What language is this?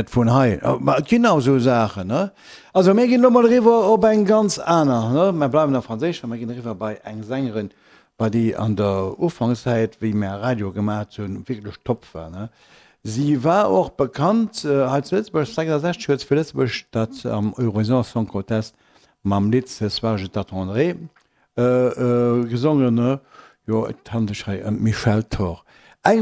Luxembourgish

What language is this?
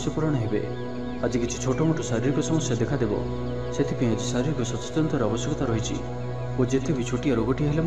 Odia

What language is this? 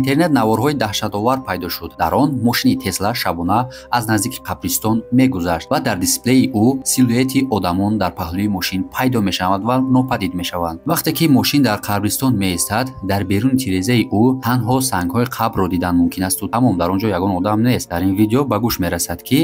Tajik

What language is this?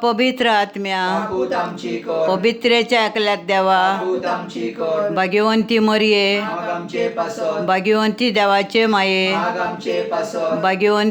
Konkani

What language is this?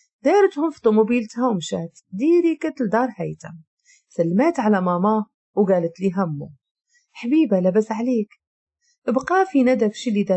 Moroccan Arabic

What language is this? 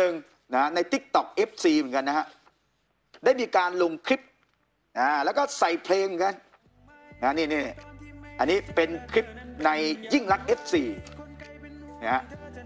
Thai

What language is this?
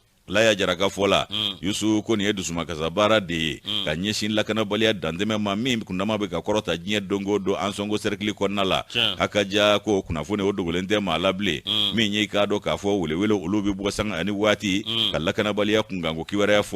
Bambara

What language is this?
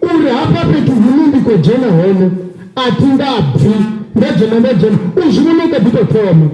Venda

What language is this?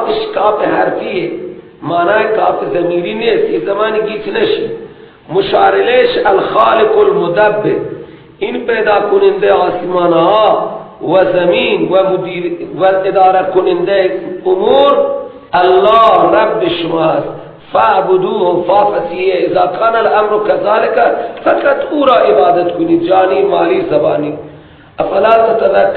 Persian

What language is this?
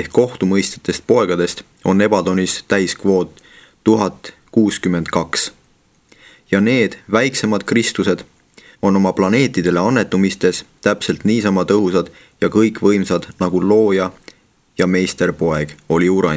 Estonian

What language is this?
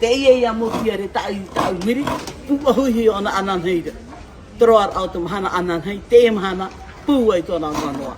Tahitian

